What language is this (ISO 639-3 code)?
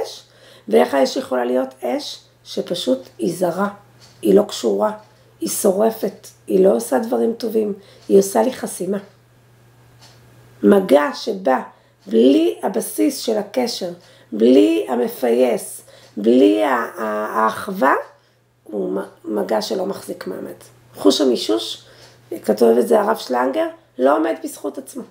heb